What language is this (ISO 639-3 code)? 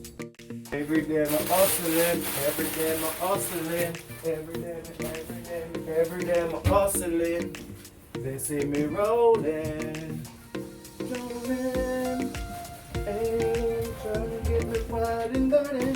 jam